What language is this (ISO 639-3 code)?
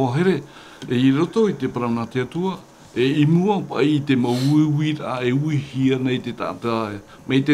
tah